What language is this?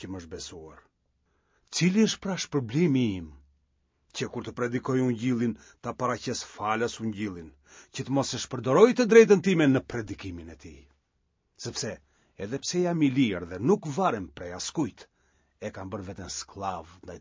Albanian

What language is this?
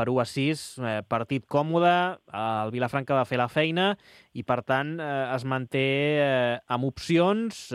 Catalan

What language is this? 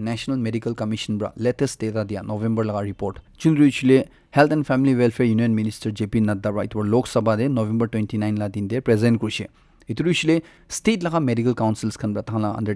Naga Pidgin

